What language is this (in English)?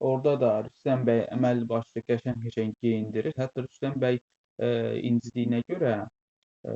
Azerbaijani